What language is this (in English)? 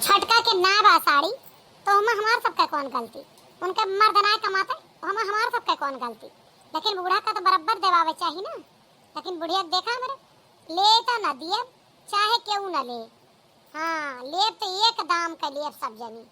Awadhi